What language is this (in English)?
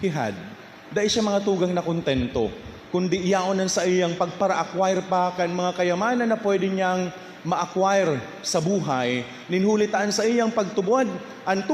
Bikol